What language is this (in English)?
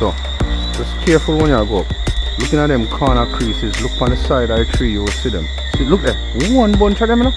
Jamaican Creole English